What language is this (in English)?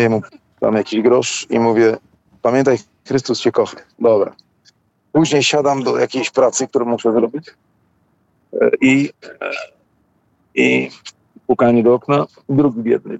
Polish